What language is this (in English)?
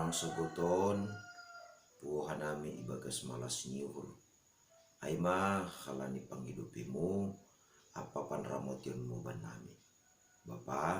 Batak Simalungun